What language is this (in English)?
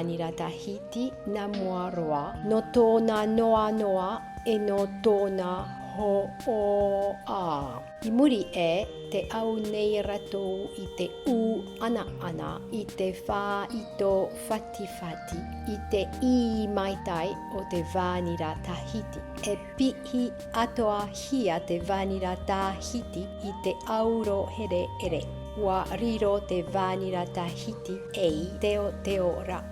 Tahitian